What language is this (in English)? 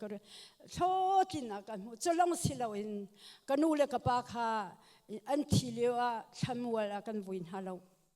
Hakha Chin